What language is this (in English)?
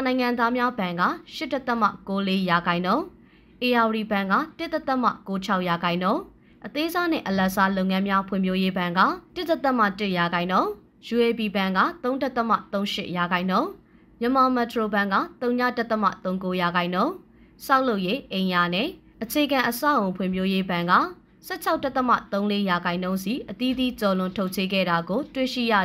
Burmese